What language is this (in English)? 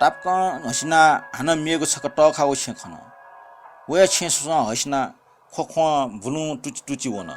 Newari